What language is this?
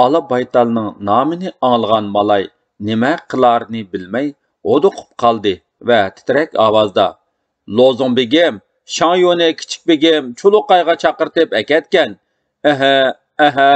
Uyghur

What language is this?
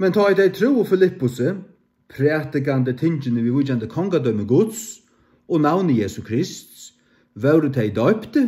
Faroese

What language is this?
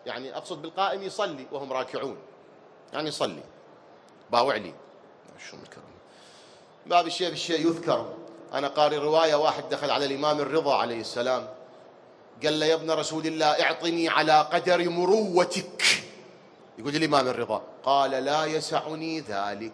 Mesopotamian Arabic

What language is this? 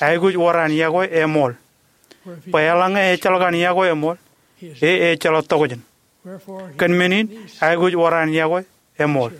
Marshallese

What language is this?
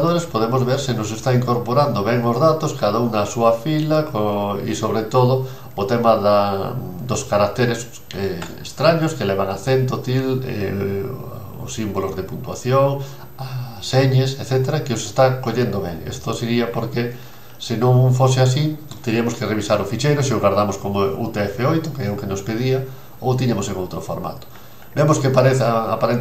Galician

